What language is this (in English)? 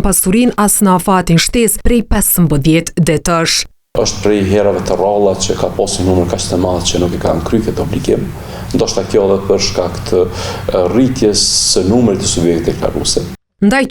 Albanian